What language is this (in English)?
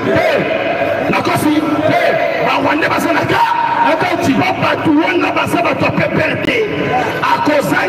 Lingala